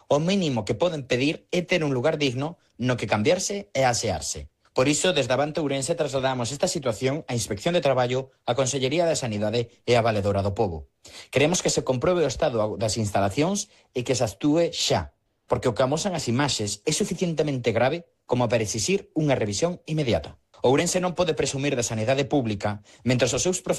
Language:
Galician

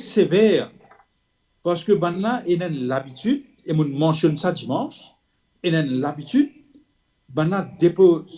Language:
Morisyen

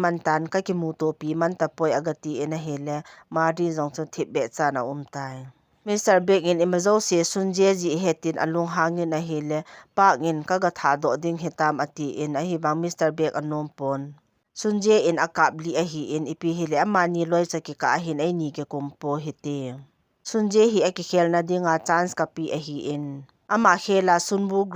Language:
Thado Chin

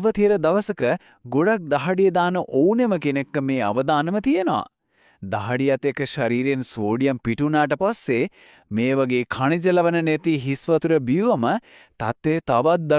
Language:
Sinhala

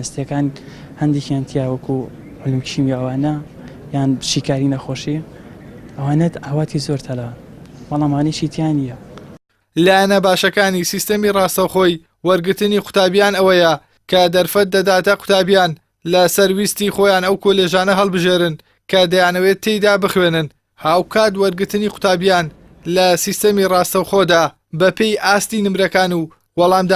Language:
Central Kurdish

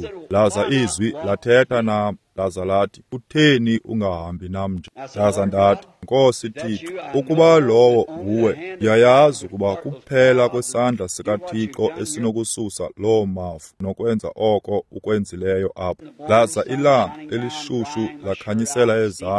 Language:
Xhosa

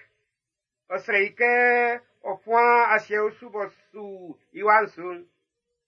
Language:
Baoulé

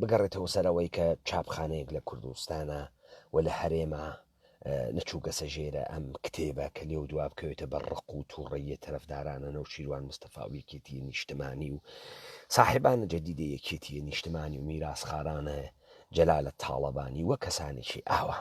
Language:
Central Kurdish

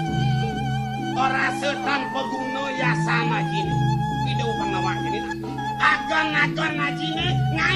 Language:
Balinese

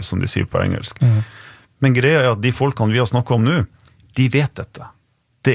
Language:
Norwegian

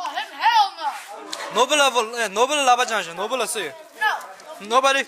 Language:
Tibetan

